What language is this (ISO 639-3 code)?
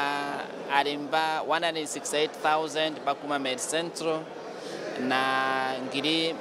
mer